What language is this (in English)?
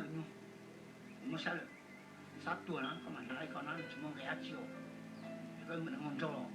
Hmong